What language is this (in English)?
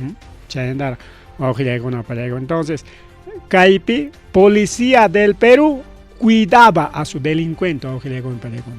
Ayacucho Quechua